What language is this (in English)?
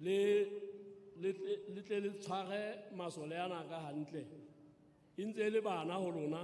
Southern Sotho